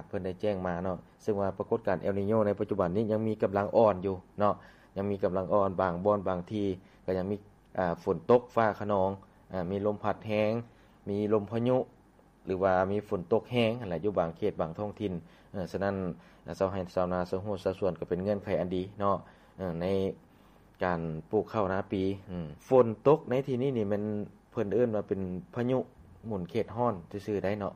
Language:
Lao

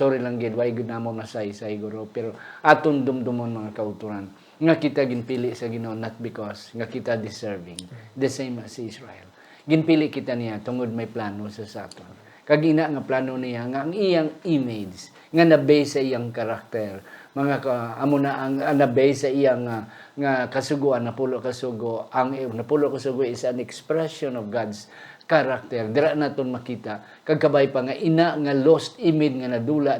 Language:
Hiligaynon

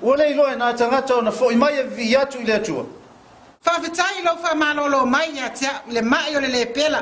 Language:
Samoan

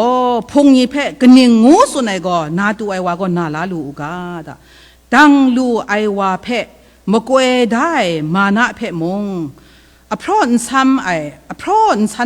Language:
Kachin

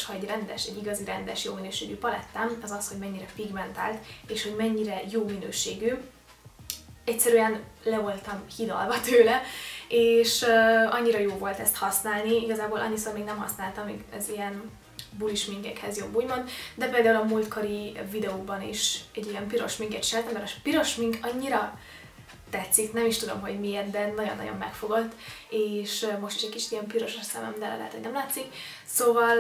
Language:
Hungarian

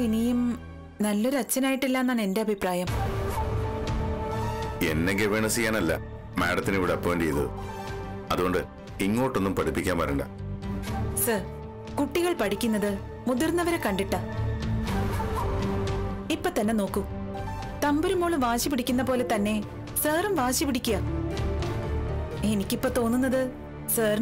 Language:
Malayalam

